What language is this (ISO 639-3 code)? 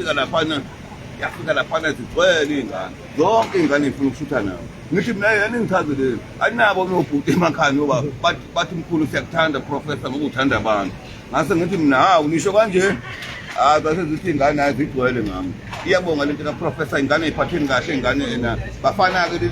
zul